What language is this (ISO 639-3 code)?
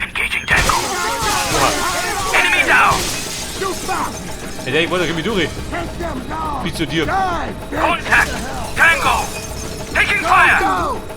bar